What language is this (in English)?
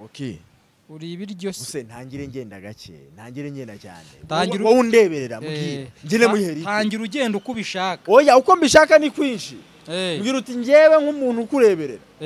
Kinyarwanda